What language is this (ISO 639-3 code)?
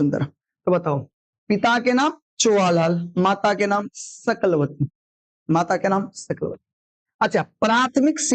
mai